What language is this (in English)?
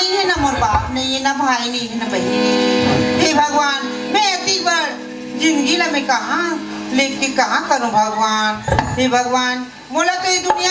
Chhattisgarhi